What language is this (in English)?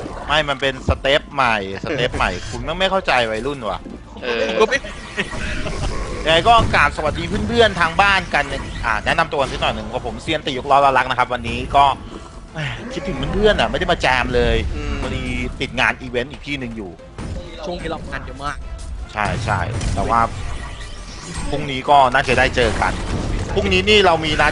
Thai